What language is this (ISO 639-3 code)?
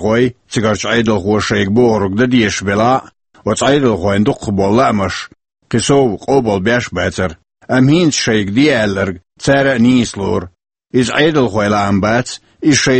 che